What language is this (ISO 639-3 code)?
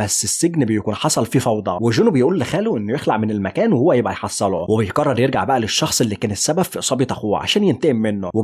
arz